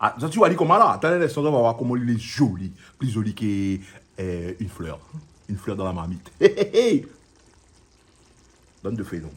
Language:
Réunion Creole French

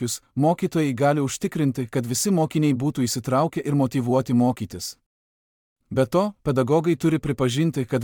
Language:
Lithuanian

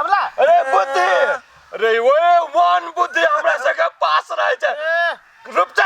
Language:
Maithili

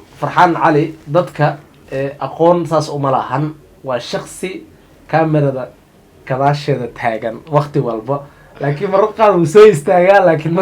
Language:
Somali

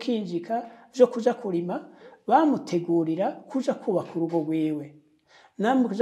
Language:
Rundi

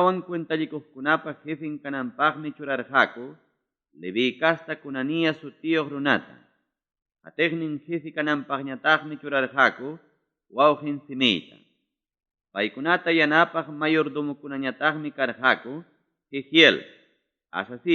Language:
Ayacucho Quechua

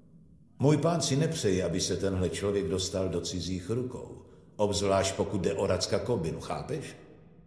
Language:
Czech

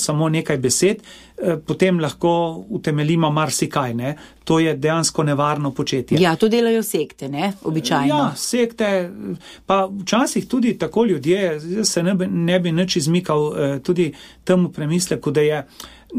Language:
Slovenian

